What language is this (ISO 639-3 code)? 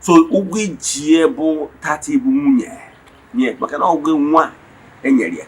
ibo